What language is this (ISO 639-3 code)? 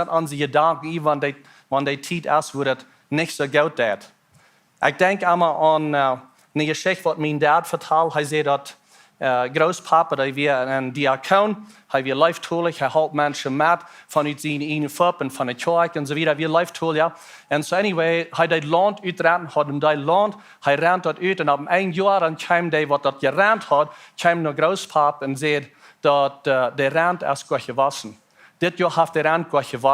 pdt